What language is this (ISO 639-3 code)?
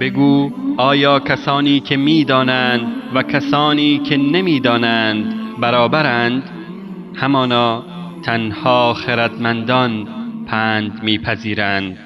fas